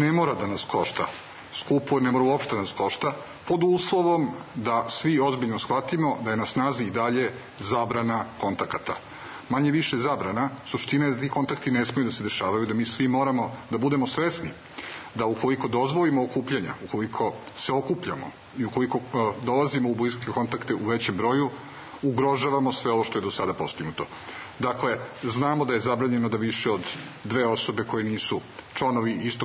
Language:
Serbian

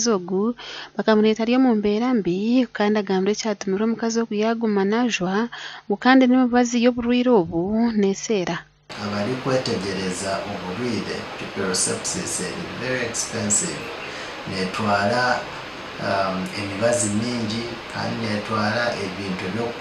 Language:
Nyankole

